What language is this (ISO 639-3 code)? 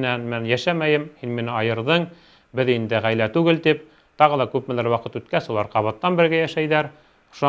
bak